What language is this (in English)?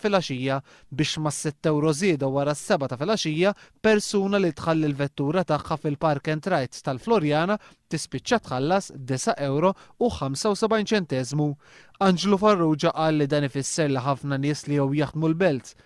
Maltese